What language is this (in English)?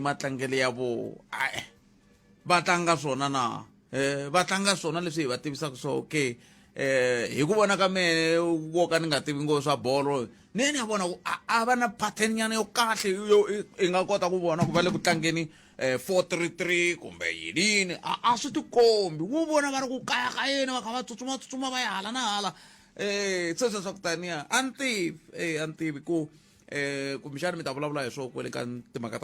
Tsonga